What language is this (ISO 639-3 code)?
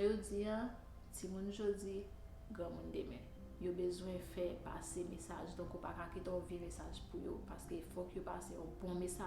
hat